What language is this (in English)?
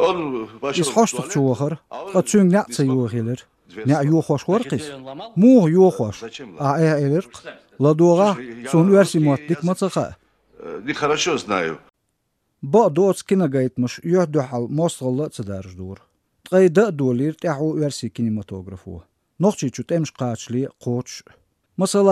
Chechen